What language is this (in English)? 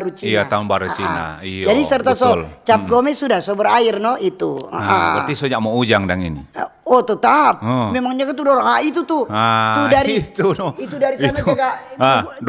Manado Malay